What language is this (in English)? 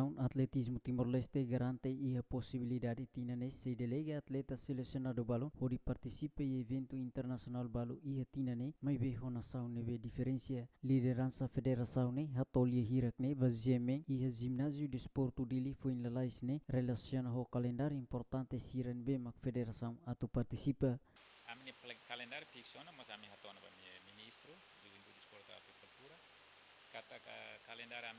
Tetum